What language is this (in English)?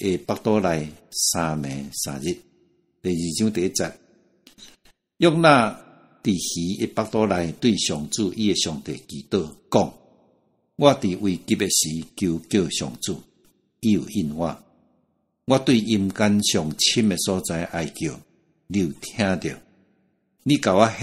Min Nan Chinese